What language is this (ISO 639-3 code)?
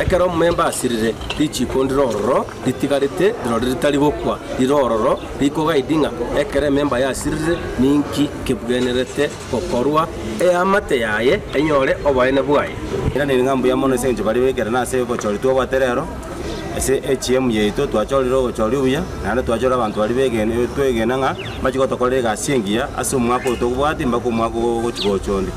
guz